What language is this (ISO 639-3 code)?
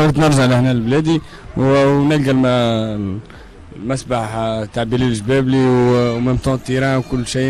aeb